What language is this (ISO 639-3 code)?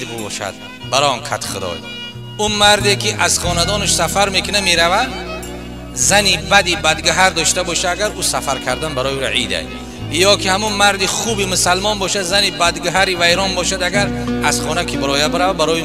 tgk